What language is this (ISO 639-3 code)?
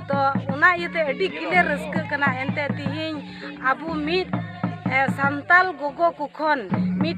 sat